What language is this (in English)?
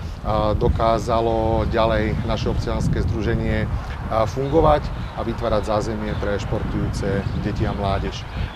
Slovak